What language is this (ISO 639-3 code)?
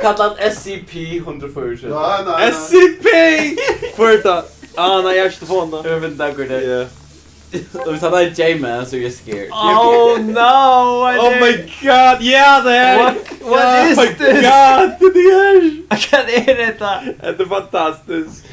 fao